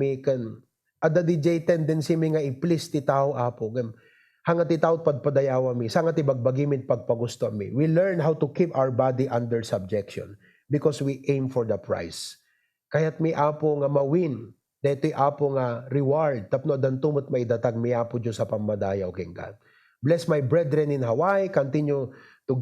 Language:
Iloko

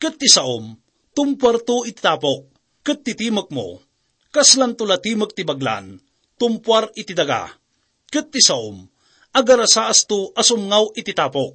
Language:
Iloko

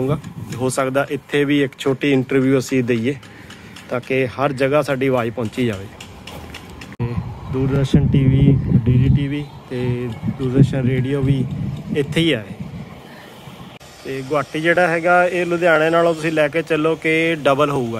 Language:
Punjabi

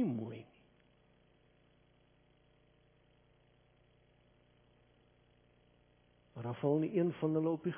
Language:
Afrikaans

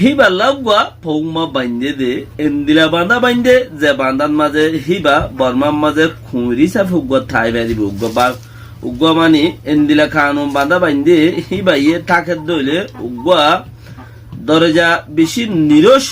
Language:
Rohingya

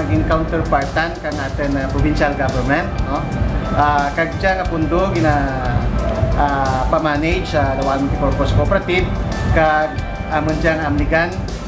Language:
Kinaray-a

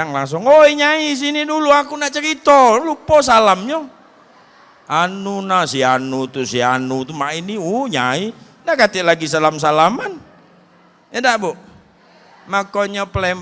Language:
Musi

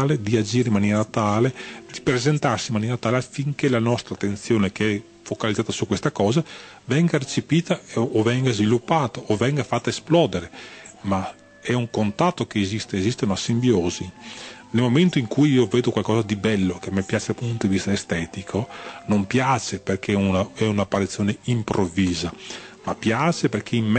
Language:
Italian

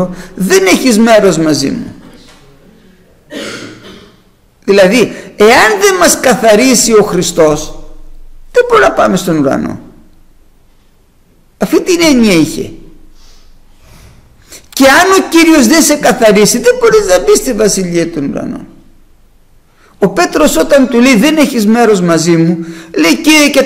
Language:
Greek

